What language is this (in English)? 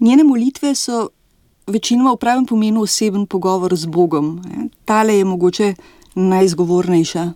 Slovenian